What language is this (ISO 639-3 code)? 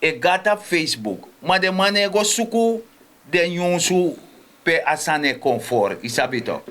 srn